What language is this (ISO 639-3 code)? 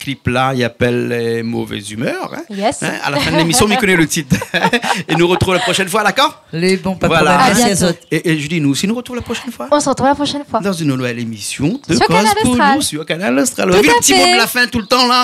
rcf